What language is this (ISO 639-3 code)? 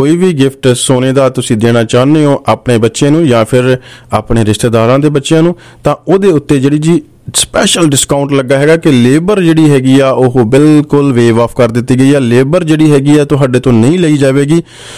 pan